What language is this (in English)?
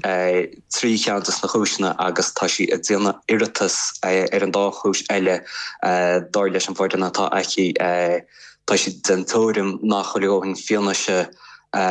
Irish